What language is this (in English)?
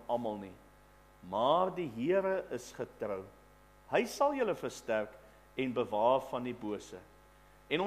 Afrikaans